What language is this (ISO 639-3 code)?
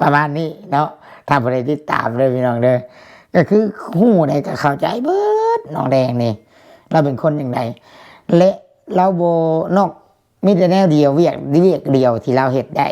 lao